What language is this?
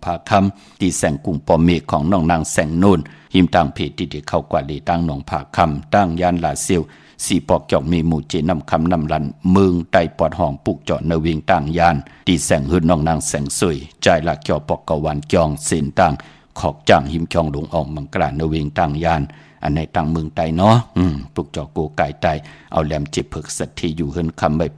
Shan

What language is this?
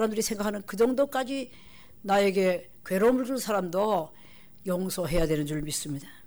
Korean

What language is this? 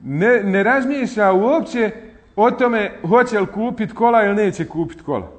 Bosnian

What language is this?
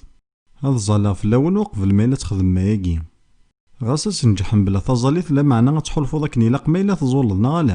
Kabyle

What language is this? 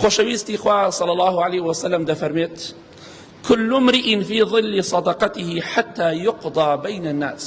Central Kurdish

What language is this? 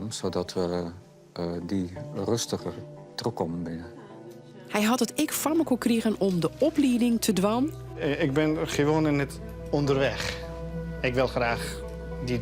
Western Frisian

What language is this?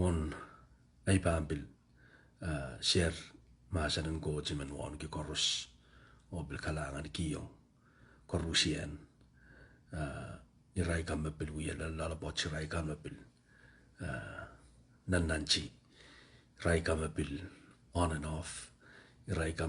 Pohnpeian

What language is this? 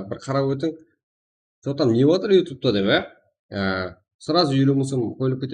Kara-Kalpak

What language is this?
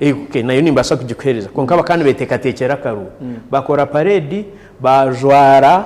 Nyankole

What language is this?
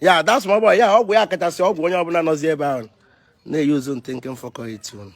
Igbo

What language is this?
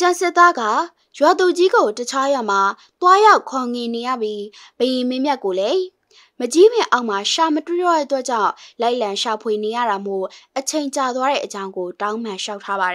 Burmese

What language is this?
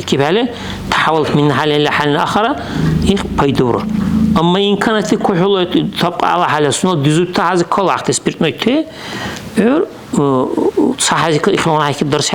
Dargwa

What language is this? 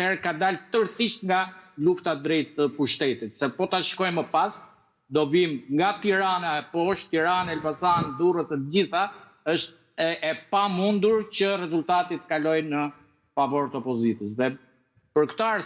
Albanian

